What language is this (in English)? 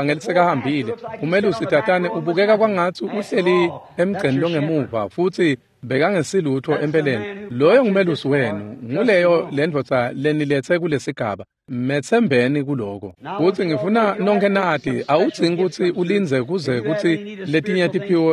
Swati